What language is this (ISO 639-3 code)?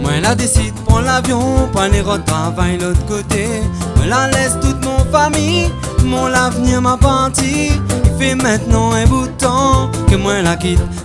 rcf